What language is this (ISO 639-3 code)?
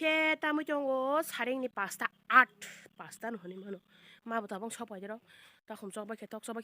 trp